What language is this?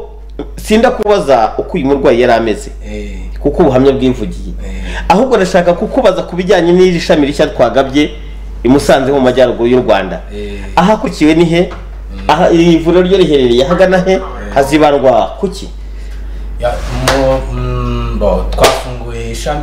Kinyarwanda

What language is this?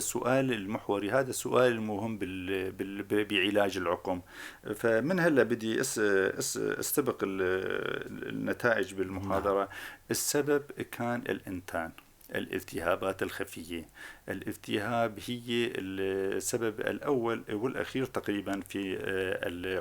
North Levantine Arabic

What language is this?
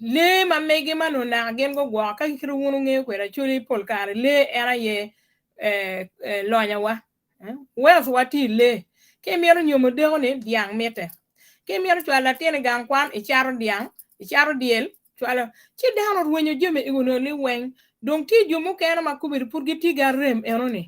Acoli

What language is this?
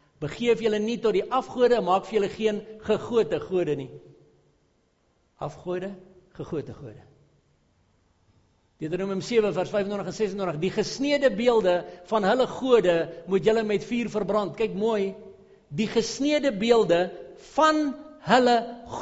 Afrikaans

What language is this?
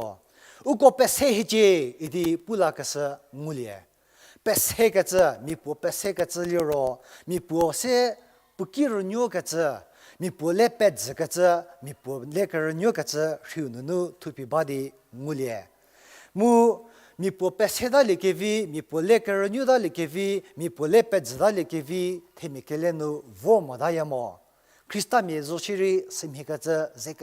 Angami Naga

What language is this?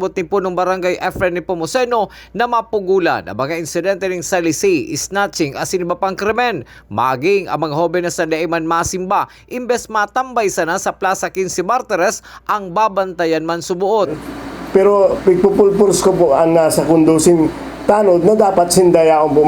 Bikol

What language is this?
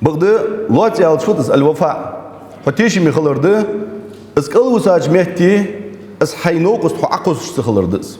Ingush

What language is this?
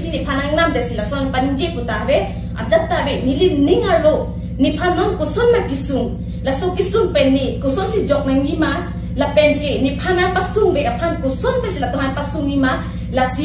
Karbi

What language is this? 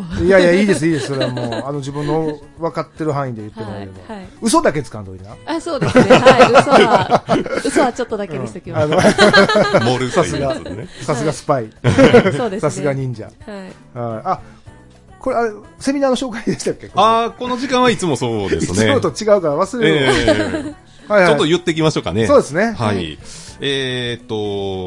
Japanese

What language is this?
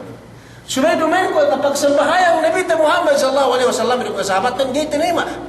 Yakan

